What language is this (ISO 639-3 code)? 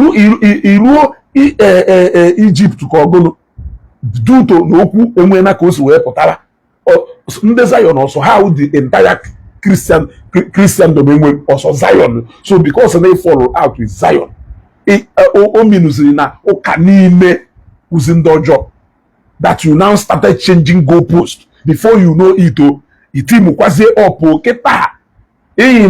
ibo